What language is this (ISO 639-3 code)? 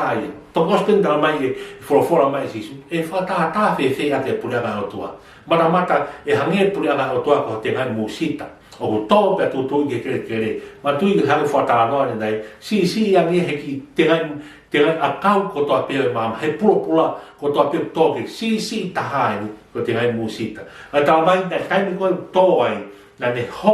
ton